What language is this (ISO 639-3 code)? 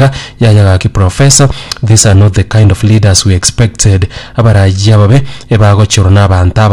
guz